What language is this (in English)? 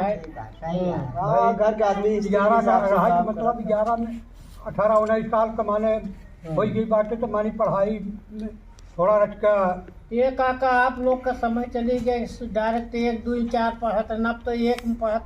Awadhi